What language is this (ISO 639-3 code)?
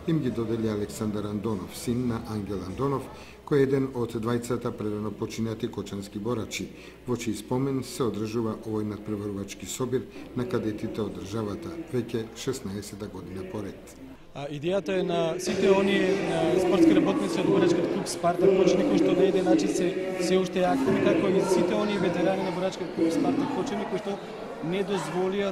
mkd